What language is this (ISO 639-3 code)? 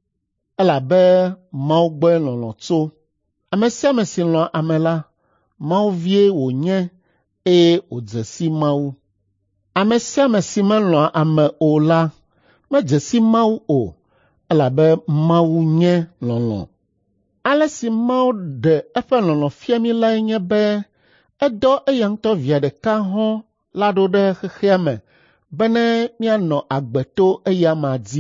ewe